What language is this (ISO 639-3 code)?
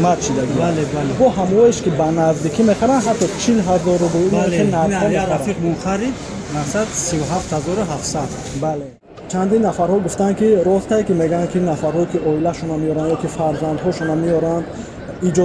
tgk